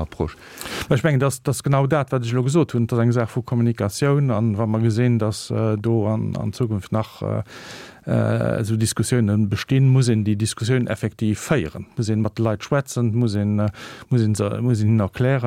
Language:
Luxembourgish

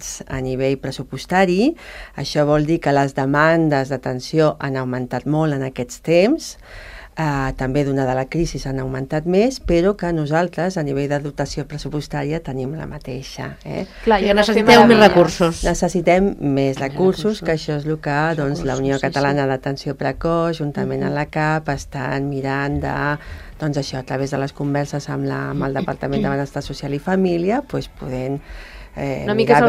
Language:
Catalan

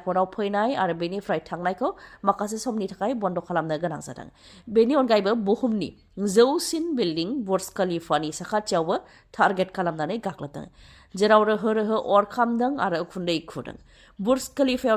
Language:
Bodo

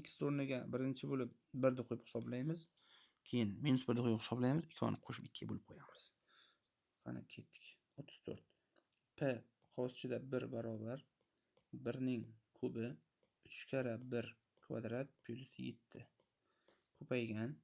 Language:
Uzbek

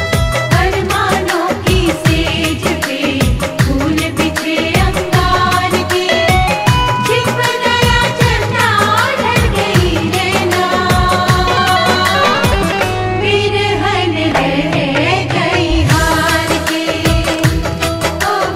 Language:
Bhojpuri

